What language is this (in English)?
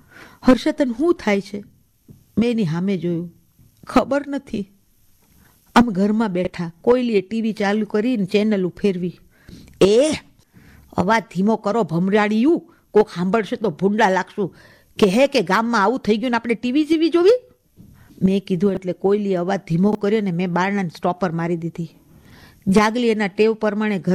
Gujarati